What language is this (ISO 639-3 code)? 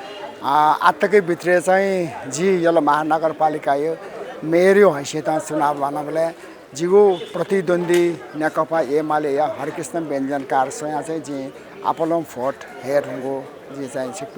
new